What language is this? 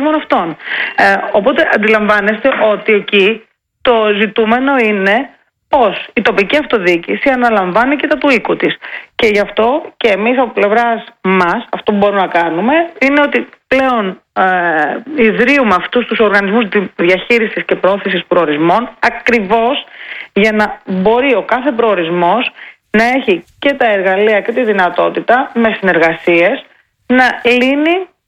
Greek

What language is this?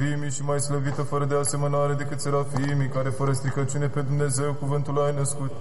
Romanian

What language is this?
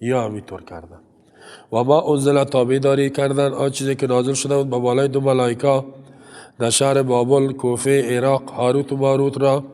Persian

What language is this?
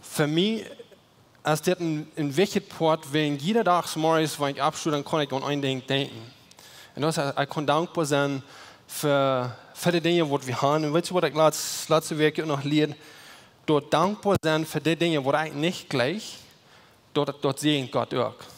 Plautdietsch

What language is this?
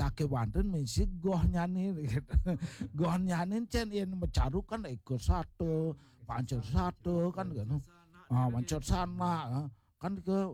Balinese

